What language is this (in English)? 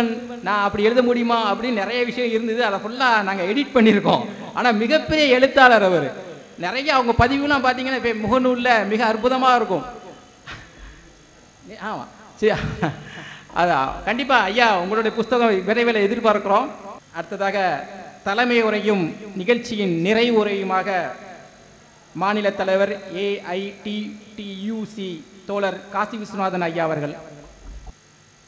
Tamil